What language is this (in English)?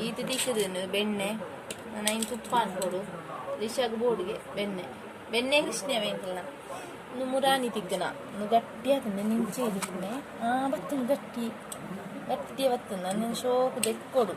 Tulu